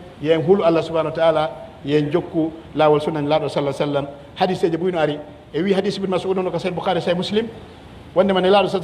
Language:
Pular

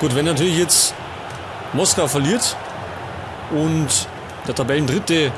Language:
Bavarian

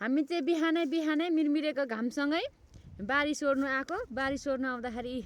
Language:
Nepali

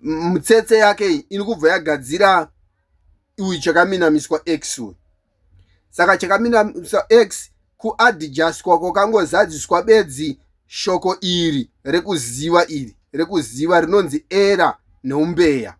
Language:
Shona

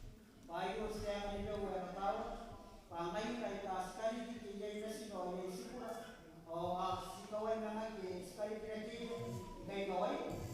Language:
Gilbertese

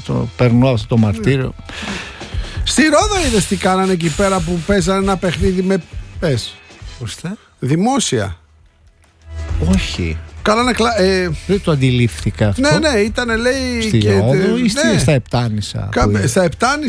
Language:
Greek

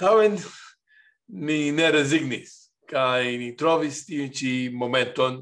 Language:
Esperanto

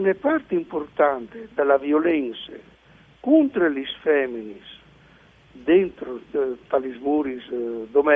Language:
Friulian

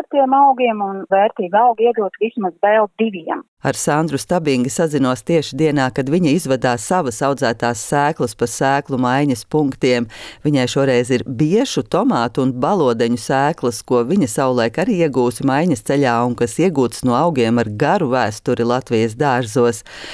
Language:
Latvian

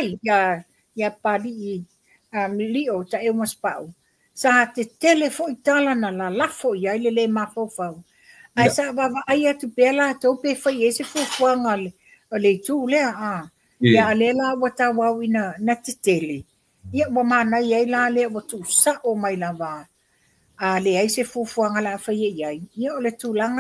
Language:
Samoan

